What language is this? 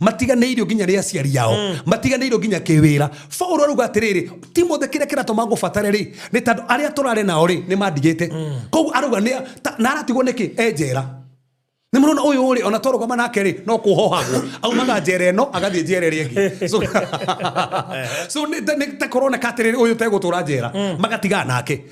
Kikuyu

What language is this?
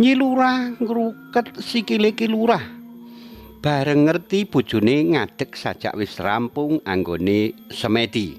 Javanese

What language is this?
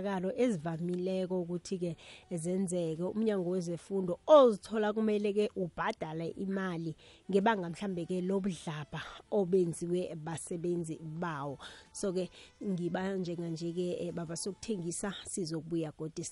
South Ndebele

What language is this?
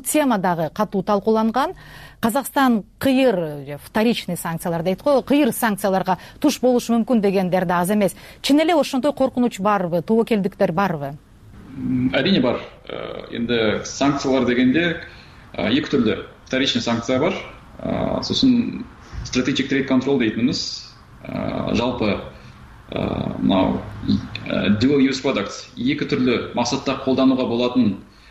Kyrgyz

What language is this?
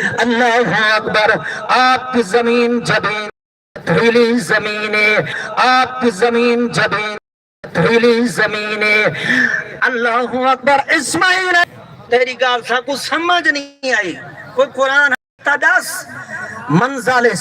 Saraiki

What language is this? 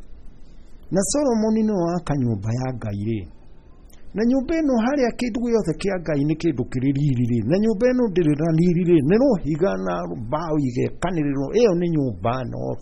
Kikuyu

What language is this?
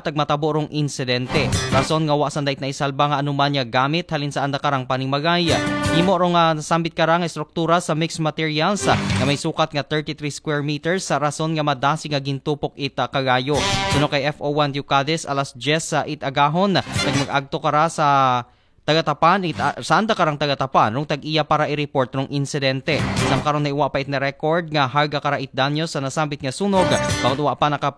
Aklanon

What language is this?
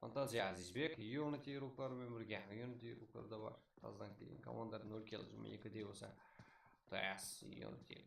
Kara-Kalpak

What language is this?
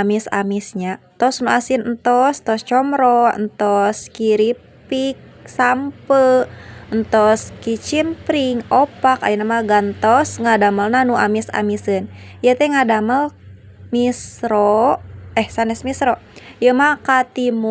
Sundanese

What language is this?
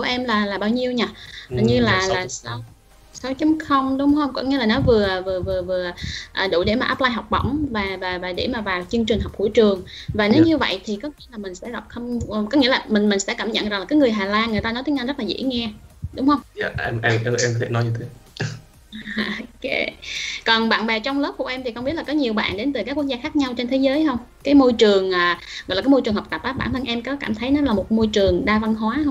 Vietnamese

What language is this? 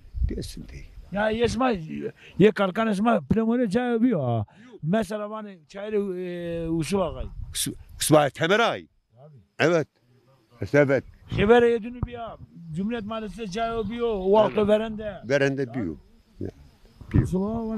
Zaza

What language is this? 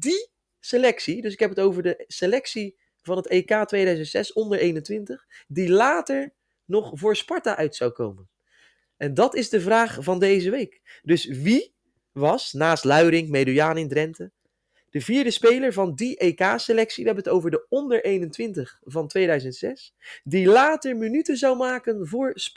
Dutch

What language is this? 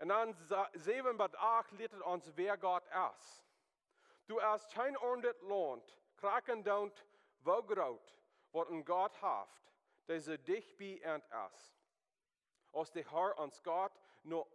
Plautdietsch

